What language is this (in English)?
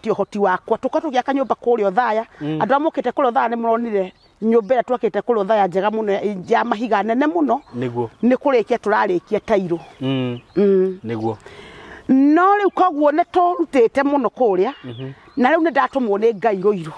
Kikuyu